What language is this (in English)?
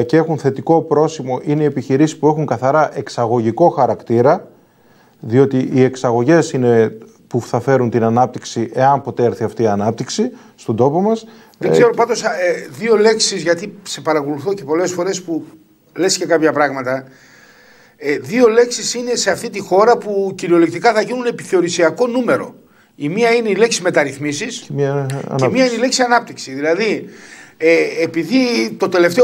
Greek